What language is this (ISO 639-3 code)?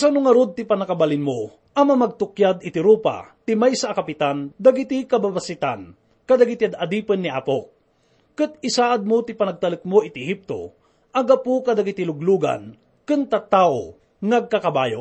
ilo